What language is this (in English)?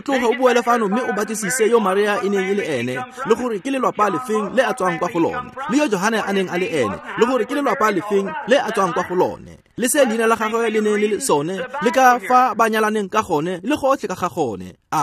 Tswana